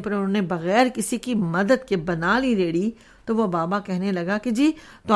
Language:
Urdu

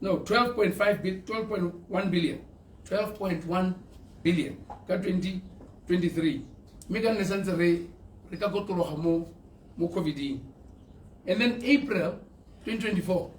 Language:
Tswana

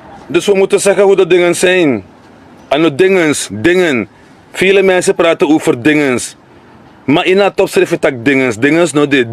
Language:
Sranan Tongo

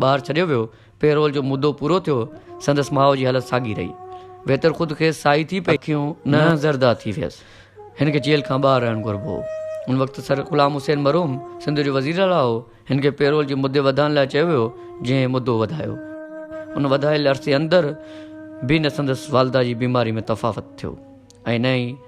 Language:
Sindhi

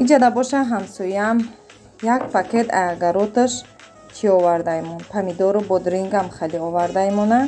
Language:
Tajik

